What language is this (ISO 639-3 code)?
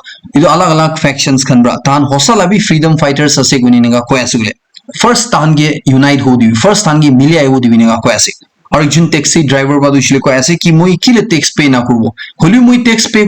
nag